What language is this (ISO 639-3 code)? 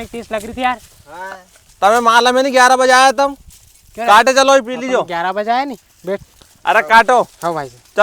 raj